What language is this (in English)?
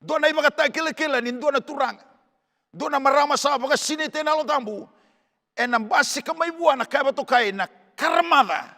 Fijian